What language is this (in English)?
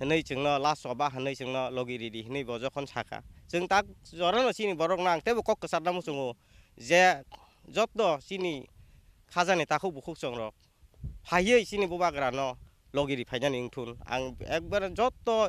Kok Borok